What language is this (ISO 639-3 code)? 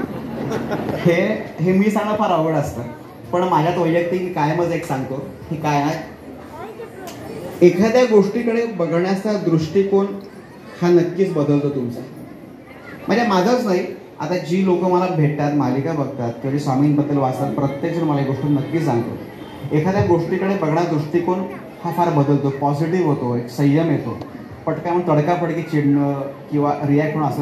mar